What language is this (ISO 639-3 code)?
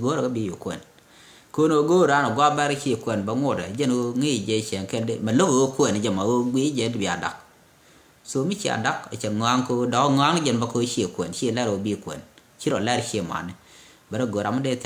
nus